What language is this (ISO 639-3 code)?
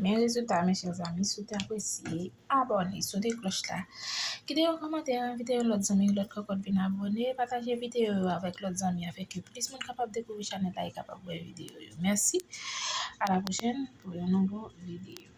hat